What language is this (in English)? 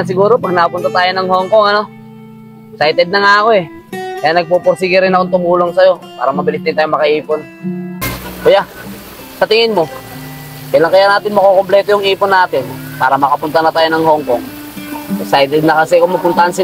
Filipino